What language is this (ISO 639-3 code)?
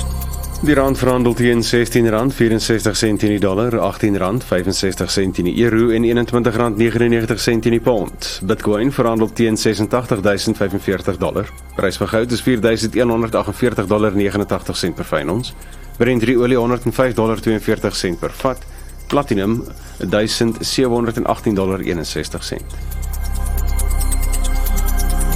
afr